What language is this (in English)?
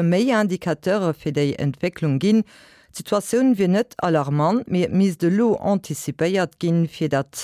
Luxembourgish